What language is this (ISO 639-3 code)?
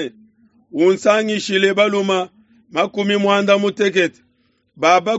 lua